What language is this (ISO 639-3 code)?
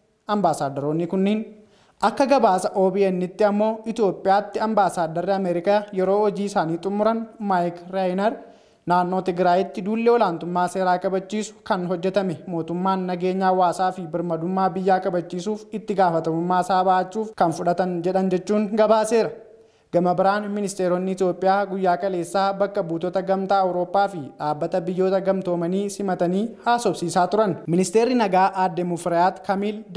orm